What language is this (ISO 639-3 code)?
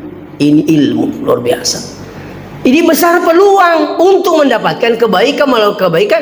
bug